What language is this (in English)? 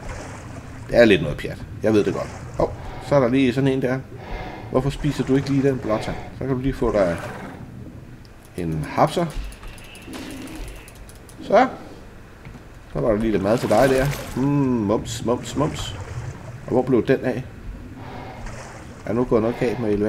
Danish